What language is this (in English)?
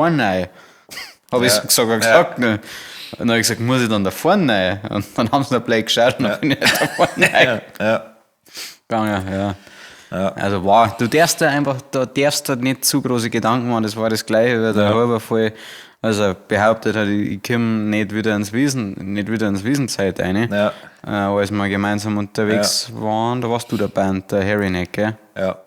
Bavarian